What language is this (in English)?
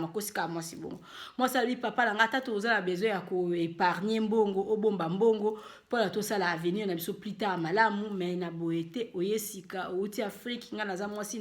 Lingala